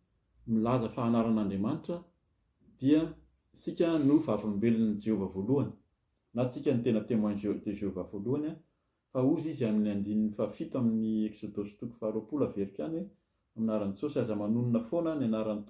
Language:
Malagasy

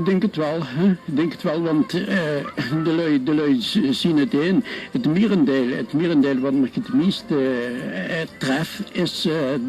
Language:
Limburgish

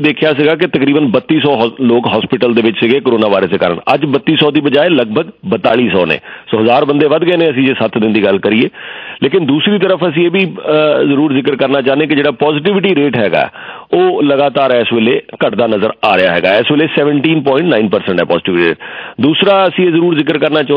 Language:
Punjabi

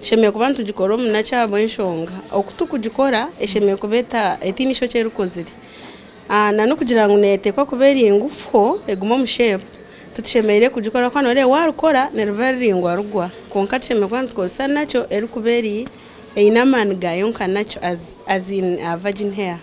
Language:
Nyankole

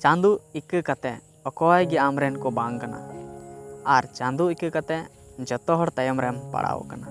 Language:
Santali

